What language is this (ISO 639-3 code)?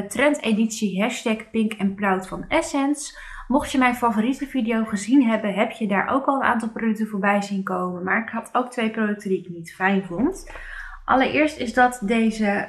nld